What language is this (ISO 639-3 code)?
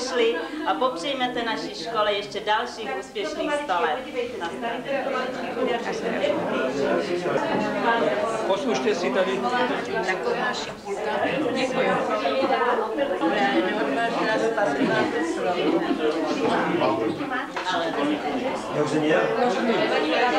ces